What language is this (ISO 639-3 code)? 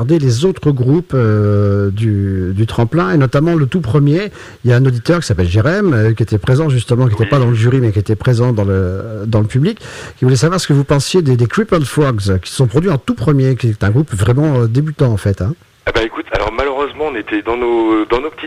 fra